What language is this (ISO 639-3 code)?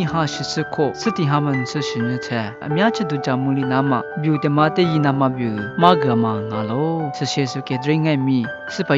lis